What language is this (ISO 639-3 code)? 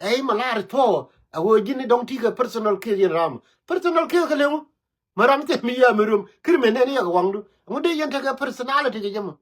nus